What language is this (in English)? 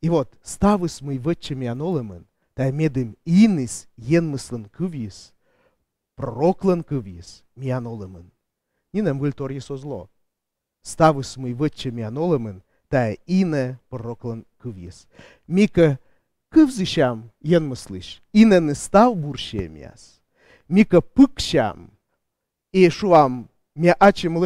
Komi